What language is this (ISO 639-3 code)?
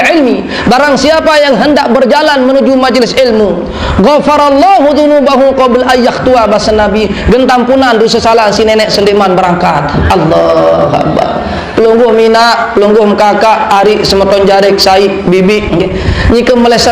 sas